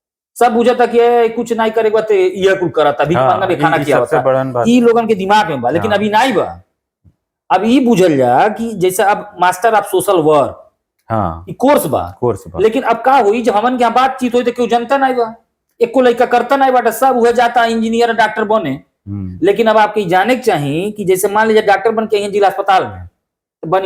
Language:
Bhojpuri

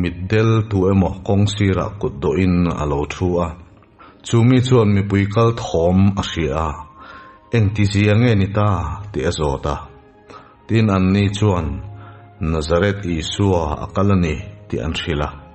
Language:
Mizo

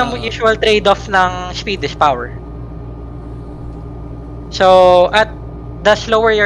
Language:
Filipino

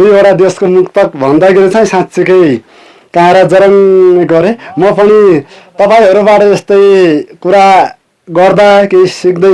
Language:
Nepali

